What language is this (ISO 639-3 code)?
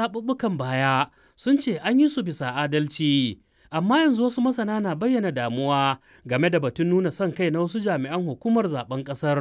hau